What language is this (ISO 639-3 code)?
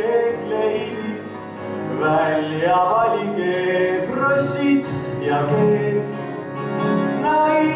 est